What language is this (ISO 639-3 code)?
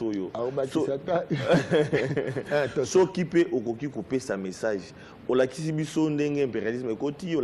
lin